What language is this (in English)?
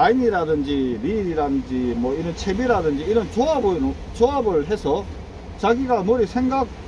Korean